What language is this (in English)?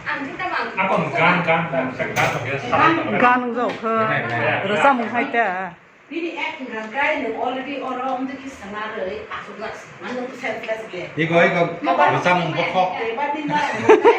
Kok Borok